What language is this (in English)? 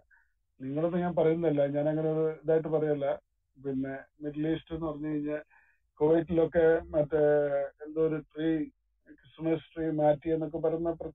Malayalam